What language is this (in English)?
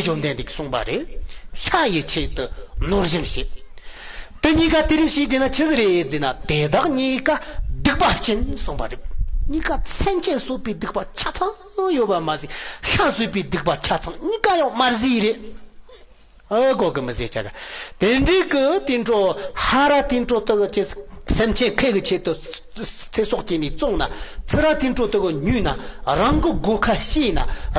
Tibetan